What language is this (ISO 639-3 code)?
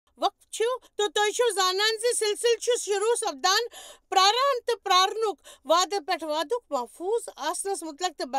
kas